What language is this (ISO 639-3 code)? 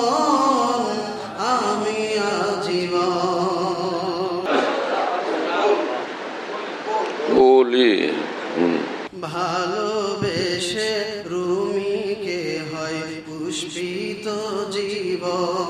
ben